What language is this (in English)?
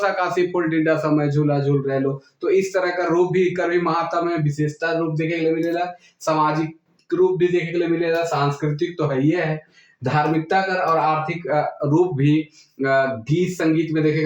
Sadri